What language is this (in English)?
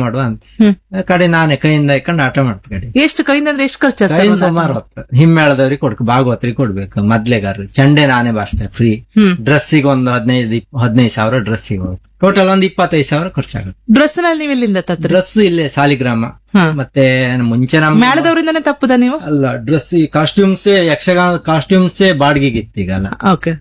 Kannada